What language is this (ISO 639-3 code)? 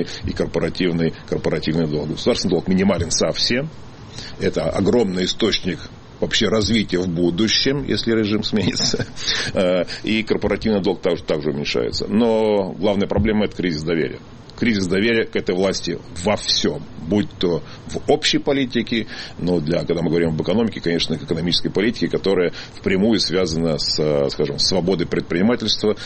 rus